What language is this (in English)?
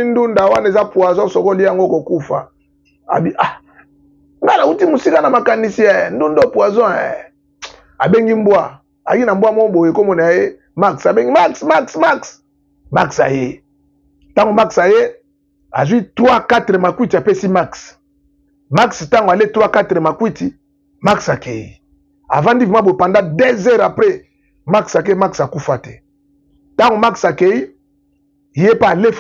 Lingala